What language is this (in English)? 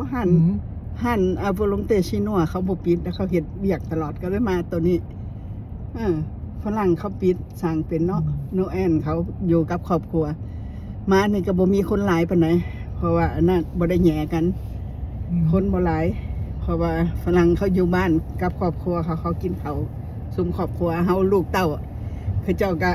Lao